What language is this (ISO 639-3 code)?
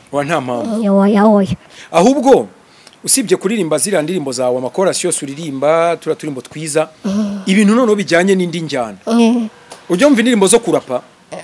kin